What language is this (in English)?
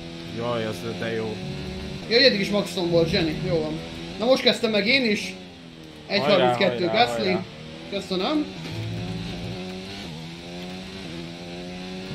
Hungarian